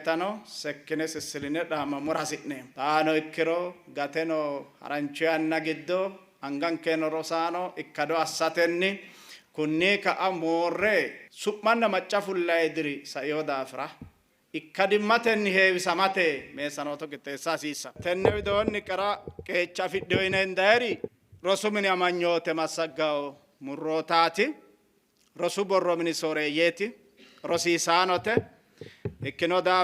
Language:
Sidamo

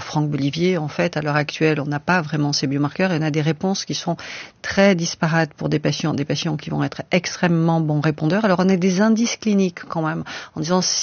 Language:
French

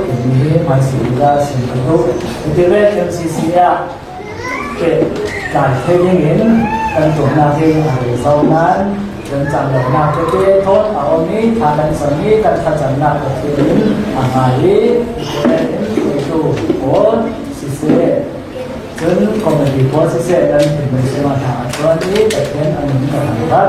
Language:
Falam Chin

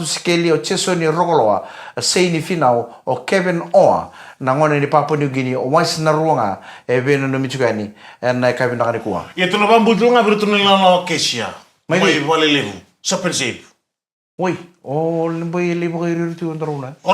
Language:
Fijian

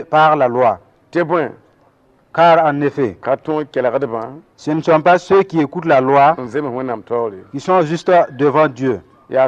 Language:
Mossi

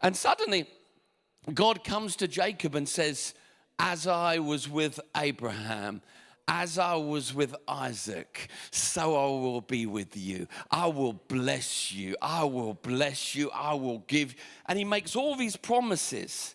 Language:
English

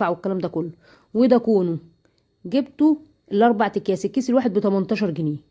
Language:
Egyptian Arabic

